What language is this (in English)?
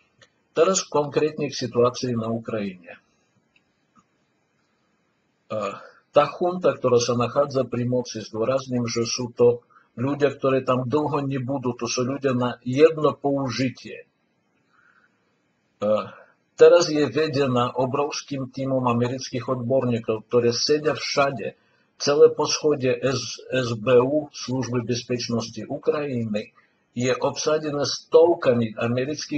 Slovak